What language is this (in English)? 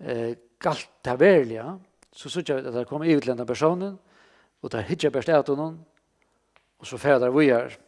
Faroese